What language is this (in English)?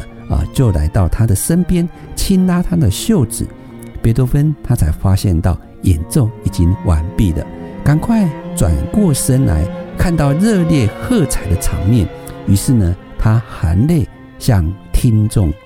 Chinese